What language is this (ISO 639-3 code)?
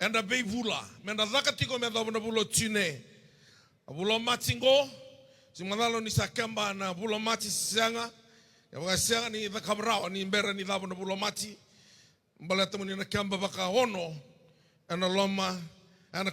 fij